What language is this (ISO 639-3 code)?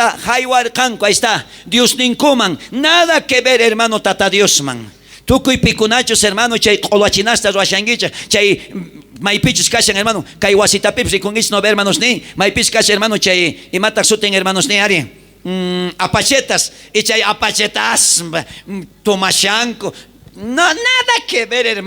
quh